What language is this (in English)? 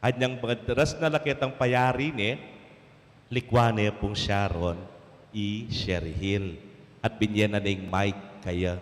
Pampanga